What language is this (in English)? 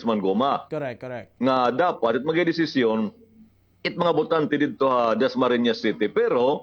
Waray